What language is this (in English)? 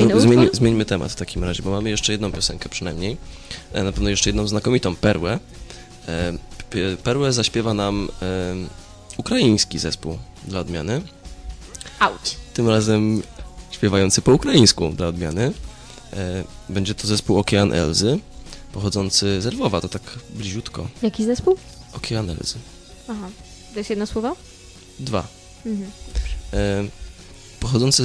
Polish